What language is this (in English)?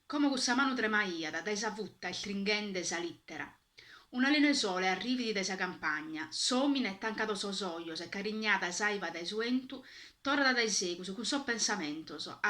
Sardinian